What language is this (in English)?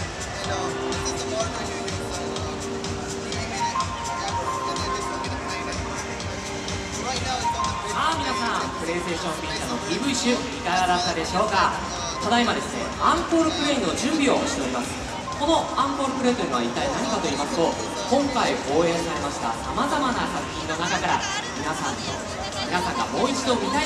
Japanese